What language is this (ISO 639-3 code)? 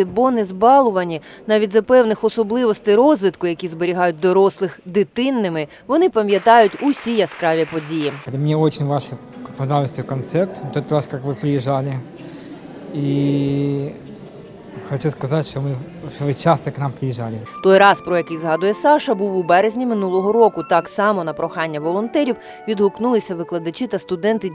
ukr